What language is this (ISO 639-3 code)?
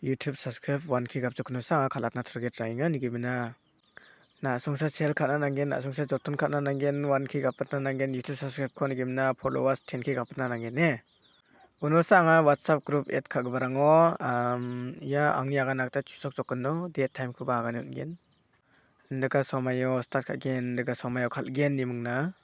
grt